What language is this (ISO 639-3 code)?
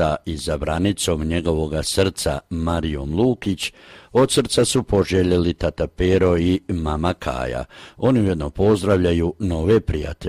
hrv